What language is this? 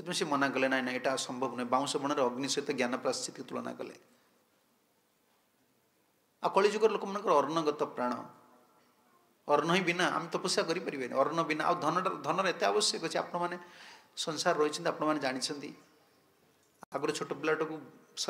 Odia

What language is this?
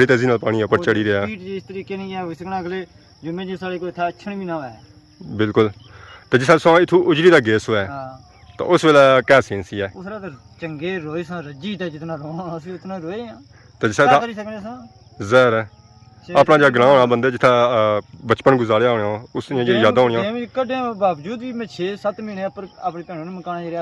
Pahari-Potwari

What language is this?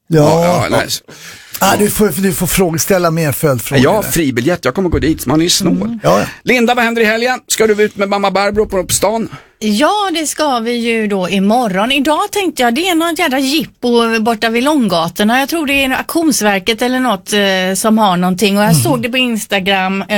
Swedish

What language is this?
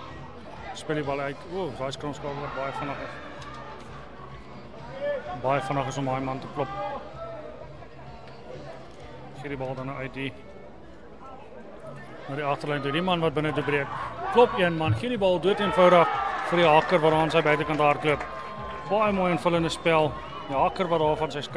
Afrikaans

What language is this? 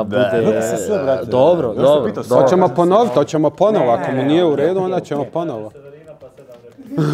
Croatian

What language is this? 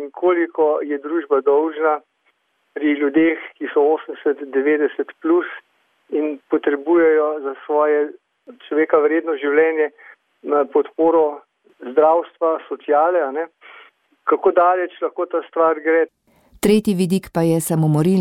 Slovenian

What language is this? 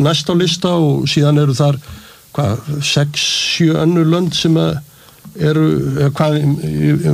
Icelandic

